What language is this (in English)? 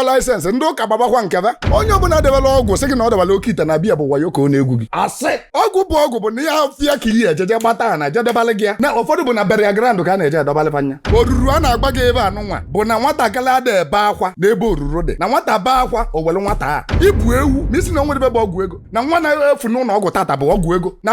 Igbo